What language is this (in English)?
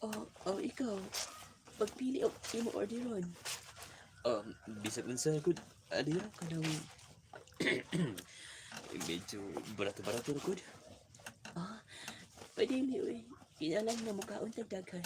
Cebuano